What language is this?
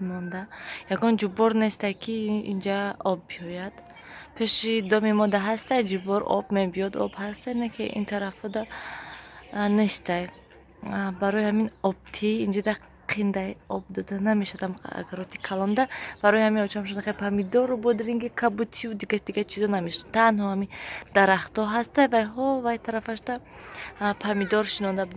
Tajik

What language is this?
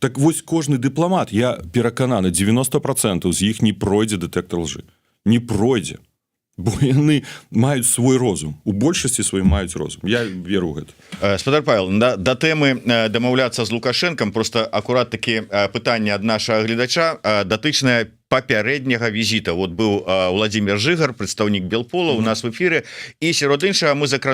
Belarusian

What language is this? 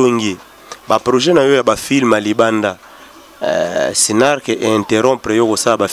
Lingala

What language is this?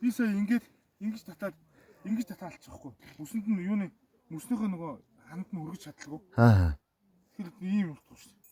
Mongolian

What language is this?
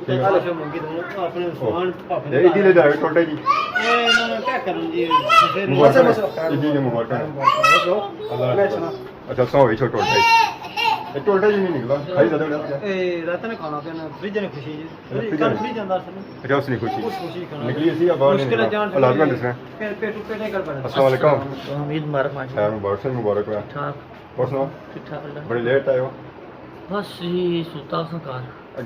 Pahari-Potwari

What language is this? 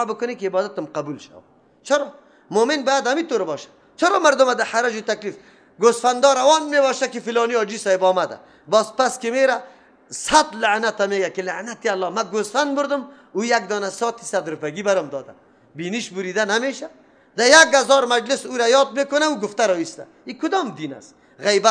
Persian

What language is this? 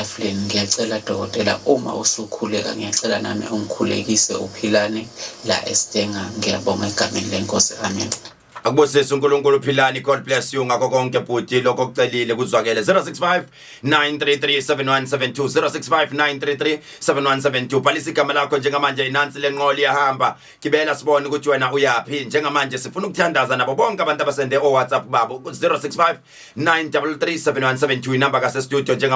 Zulu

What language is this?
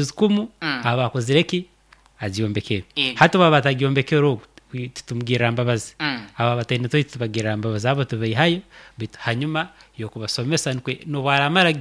Nyoro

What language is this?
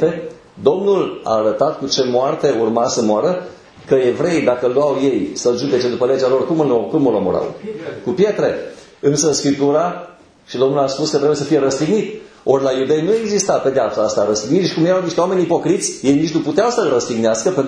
Romanian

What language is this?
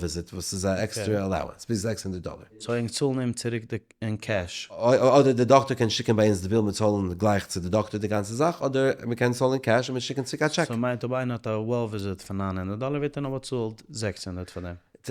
Yiddish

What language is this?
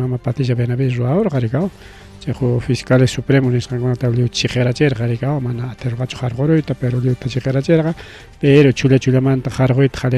Ayacucho Quechua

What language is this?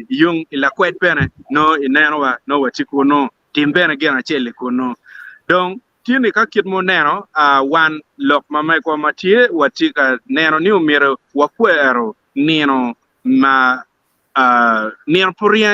Acoli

